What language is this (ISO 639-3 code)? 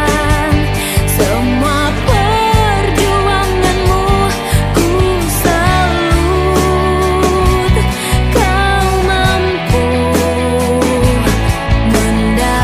ind